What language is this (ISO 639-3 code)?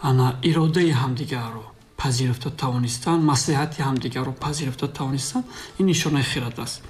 tgk